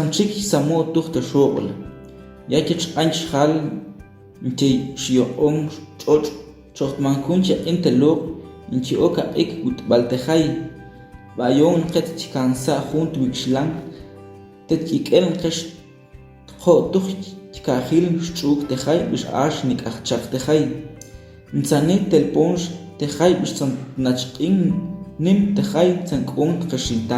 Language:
Tektiteko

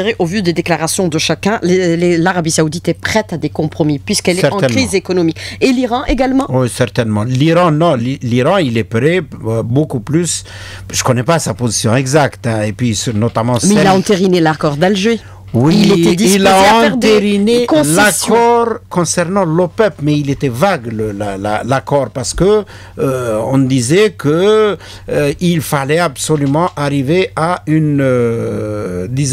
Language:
French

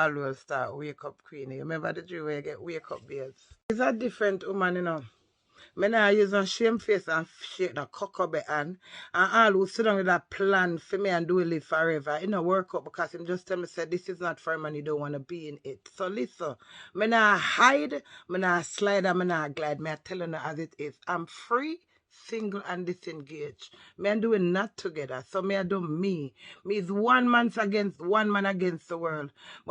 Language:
Jamaican Creole English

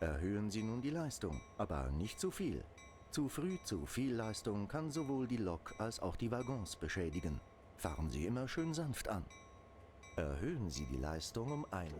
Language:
Bavarian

